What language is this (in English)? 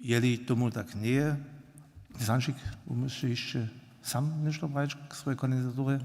Upper Sorbian